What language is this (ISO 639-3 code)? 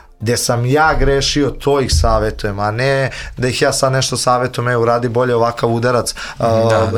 srp